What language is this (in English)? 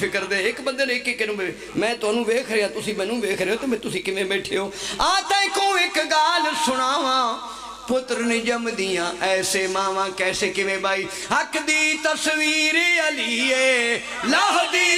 Pahari-Potwari